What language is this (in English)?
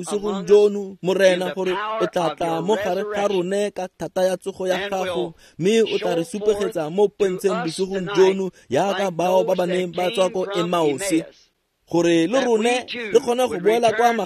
Tswana